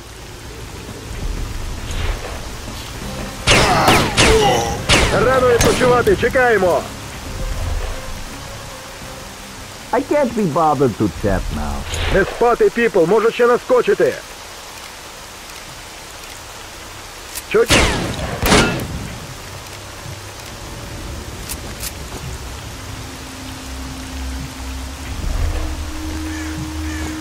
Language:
Ukrainian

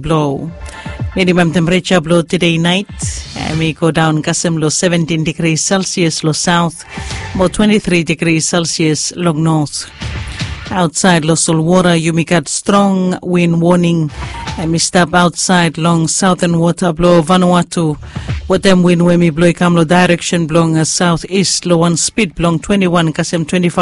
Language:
Bislama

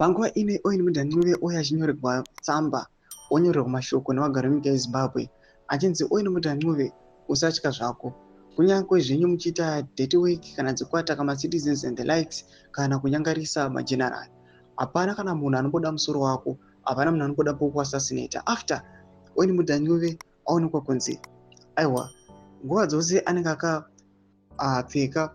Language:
Shona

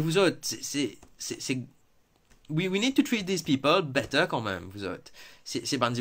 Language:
Morisyen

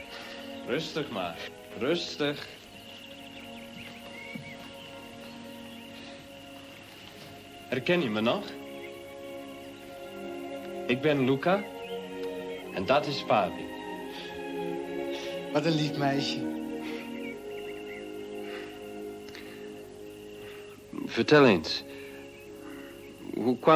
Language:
Dutch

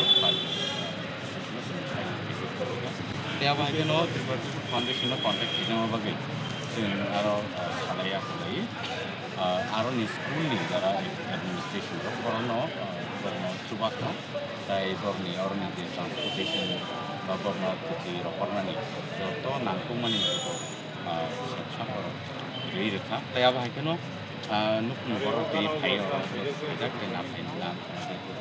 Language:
Kok Borok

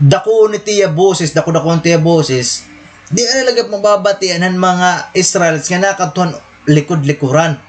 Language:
Waray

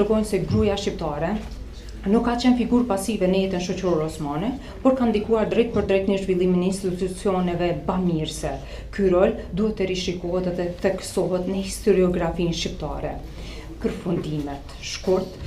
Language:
Albanian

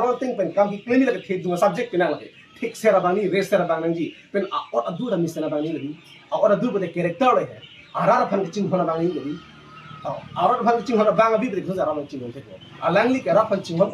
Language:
Karbi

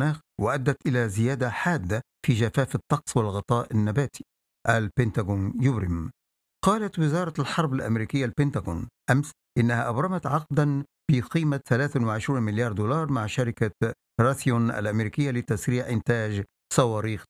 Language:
Arabic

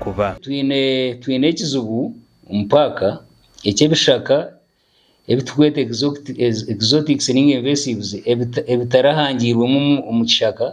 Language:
Nyankole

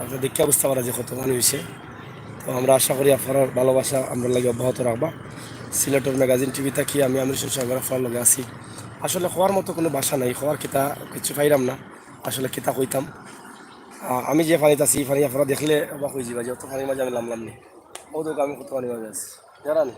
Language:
Sylheti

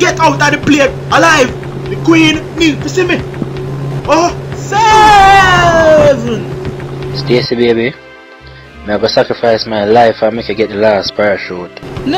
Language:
Jamaican Creole English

